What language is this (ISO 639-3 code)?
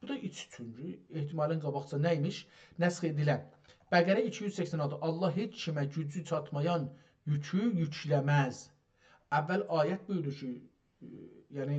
azb